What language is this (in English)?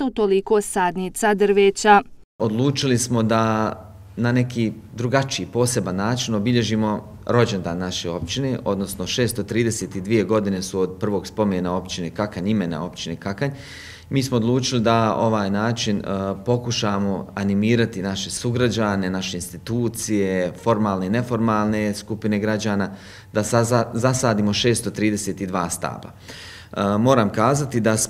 Croatian